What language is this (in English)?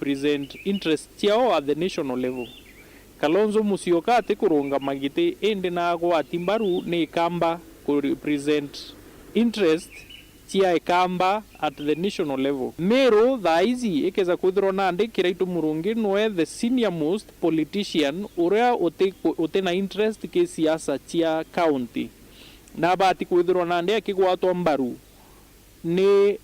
Meru